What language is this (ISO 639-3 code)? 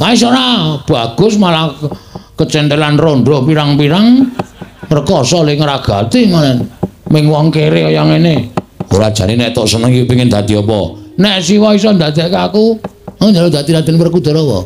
jav